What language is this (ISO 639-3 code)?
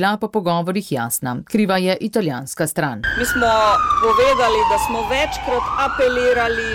slv